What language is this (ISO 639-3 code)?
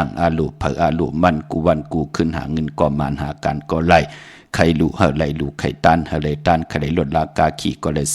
shn